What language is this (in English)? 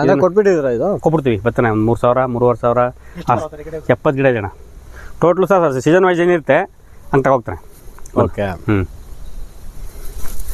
Kannada